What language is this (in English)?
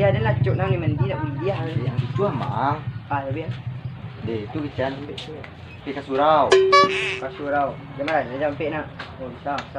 Minangkabau